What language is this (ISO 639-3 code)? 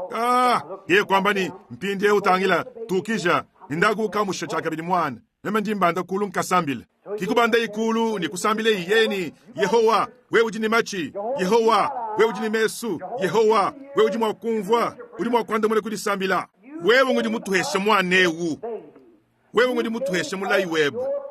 lua